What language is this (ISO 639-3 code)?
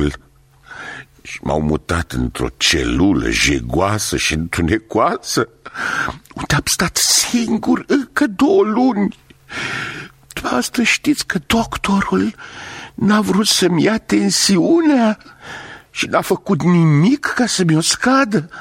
ron